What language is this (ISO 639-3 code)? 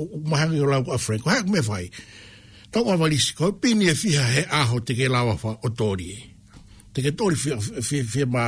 ton